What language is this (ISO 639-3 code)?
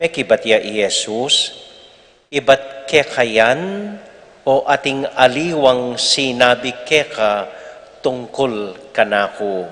pam